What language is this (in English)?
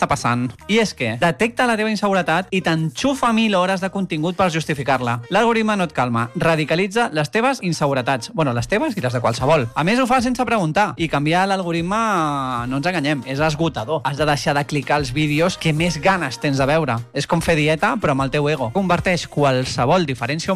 Catalan